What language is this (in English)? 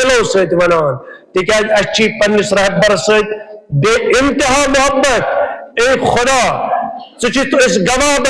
Kashmiri